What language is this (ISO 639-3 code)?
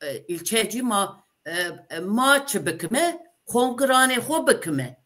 zza